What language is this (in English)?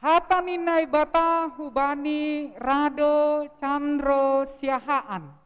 Batak Simalungun